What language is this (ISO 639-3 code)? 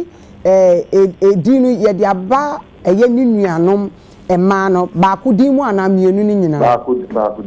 aka